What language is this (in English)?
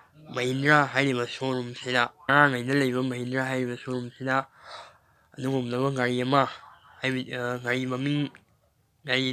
Manipuri